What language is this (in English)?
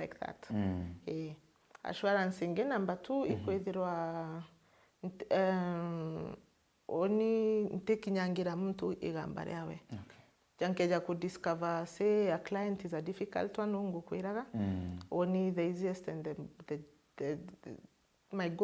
Meru